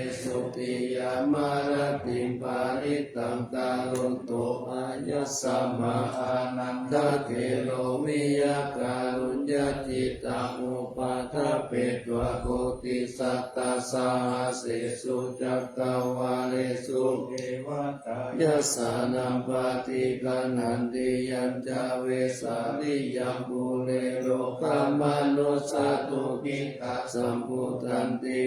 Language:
Pali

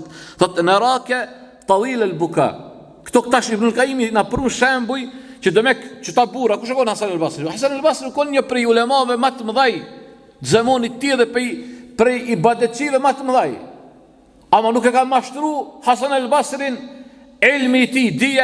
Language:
Albanian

